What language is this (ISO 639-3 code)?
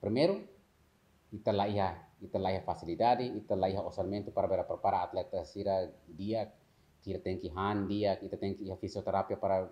tet